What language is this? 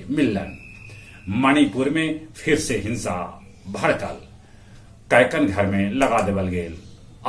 Magahi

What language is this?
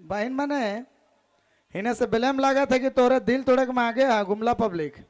Sadri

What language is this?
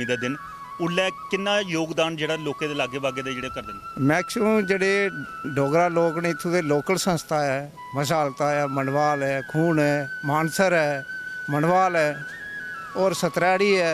Dogri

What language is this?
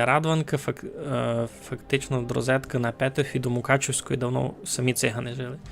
Rusyn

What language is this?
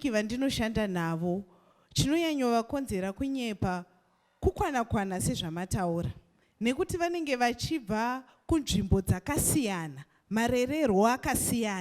Shona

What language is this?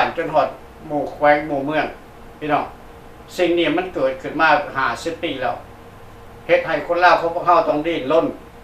Lao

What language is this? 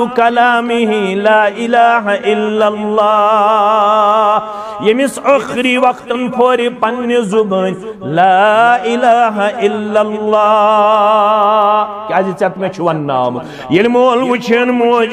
Kashmiri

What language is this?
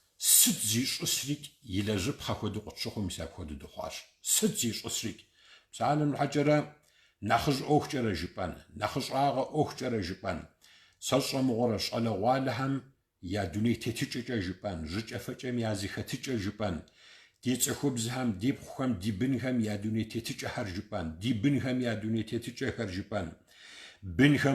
Kabardian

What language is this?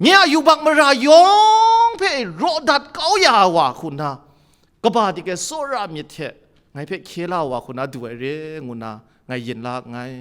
Kachin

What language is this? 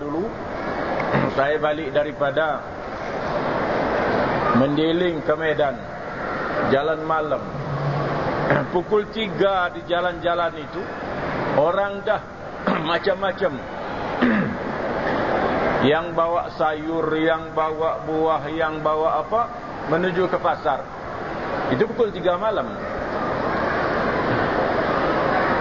Malay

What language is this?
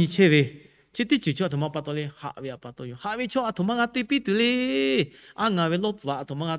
Lahu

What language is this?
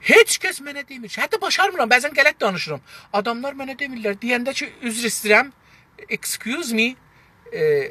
South Azerbaijani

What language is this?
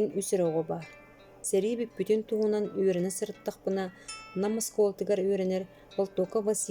Yakut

